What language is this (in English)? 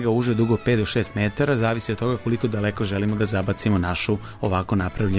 Serbian